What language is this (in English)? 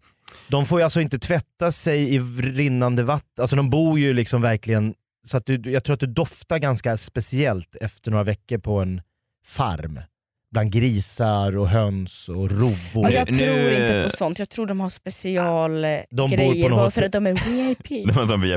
Swedish